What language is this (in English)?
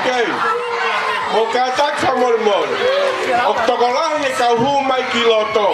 Tongan